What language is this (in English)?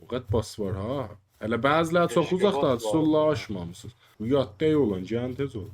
South Azerbaijani